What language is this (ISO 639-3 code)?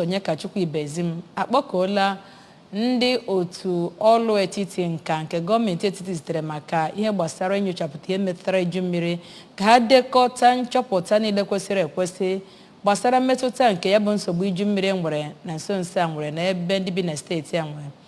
ibo